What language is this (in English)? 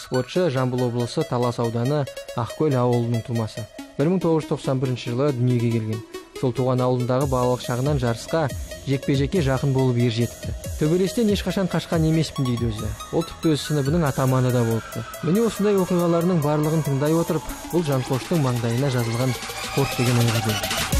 Kazakh